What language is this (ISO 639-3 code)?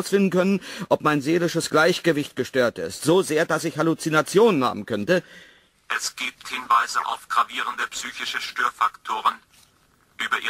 deu